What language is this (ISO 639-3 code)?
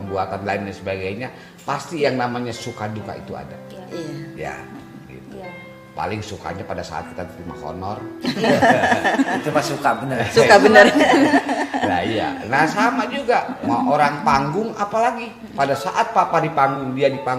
bew